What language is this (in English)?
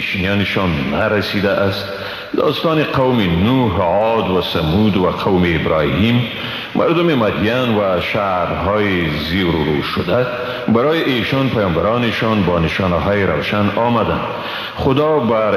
Persian